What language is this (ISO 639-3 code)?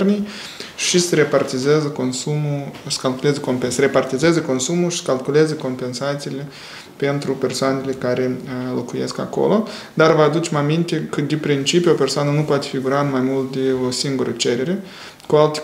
ron